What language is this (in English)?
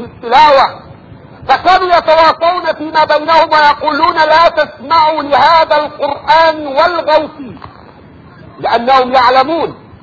Arabic